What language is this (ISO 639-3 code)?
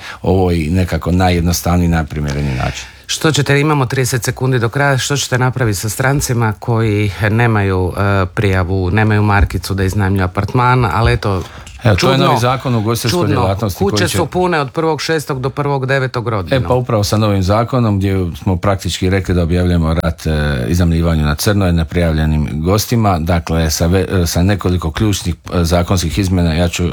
hrv